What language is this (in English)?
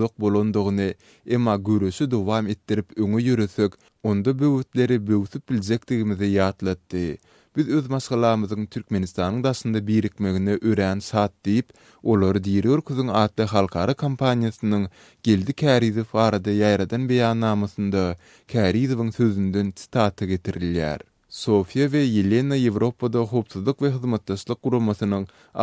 Turkmen